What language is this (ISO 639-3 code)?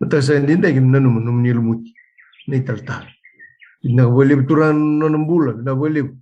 fij